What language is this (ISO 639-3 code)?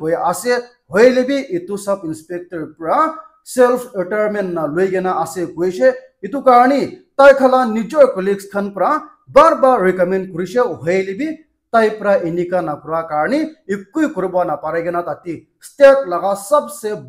nag